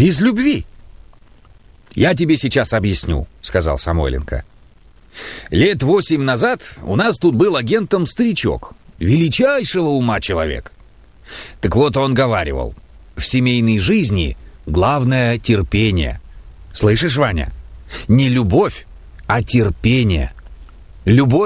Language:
Russian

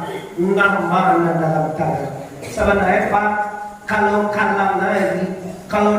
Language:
Minangkabau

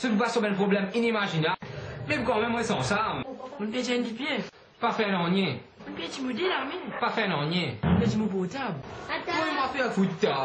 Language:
Morisyen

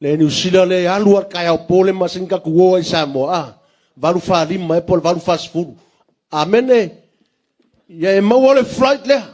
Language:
Samoan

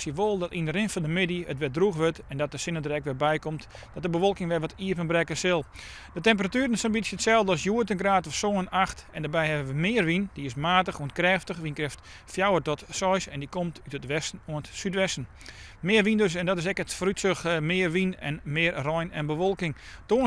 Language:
Western Frisian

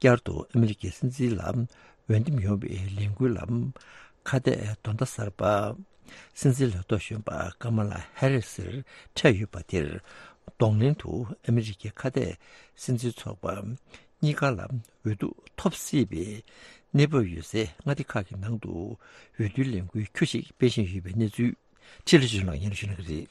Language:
Tibetan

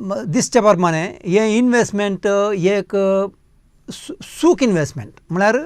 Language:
Konkani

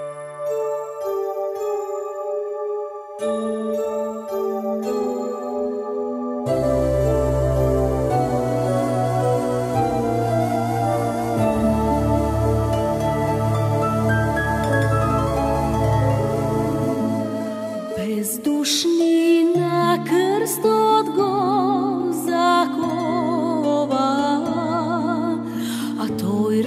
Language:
Macedonian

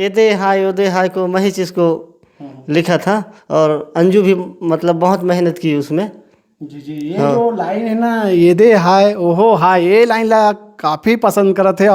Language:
Chhattisgarhi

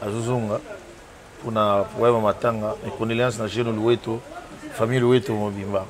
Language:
Lingala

